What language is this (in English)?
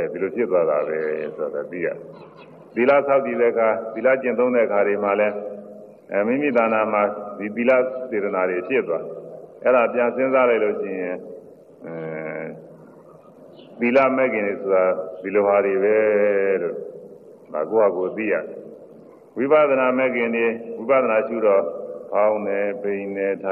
Burmese